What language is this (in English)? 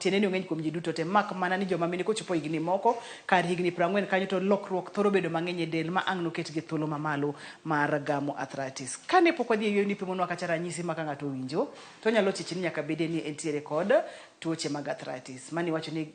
Luo (Kenya and Tanzania)